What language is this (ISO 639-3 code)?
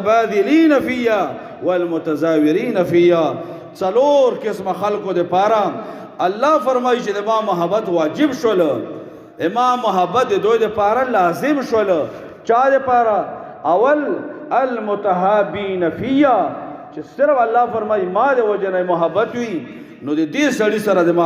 pus